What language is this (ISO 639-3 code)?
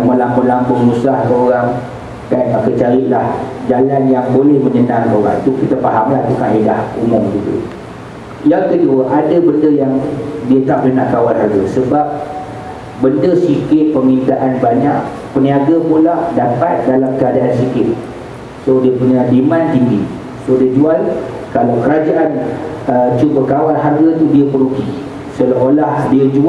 msa